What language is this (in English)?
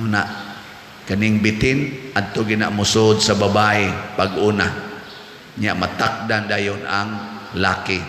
Cebuano